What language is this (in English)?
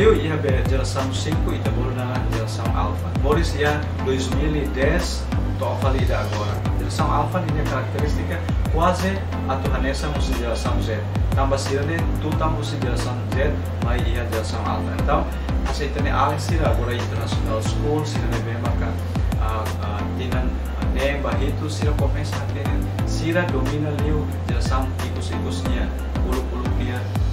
Tetum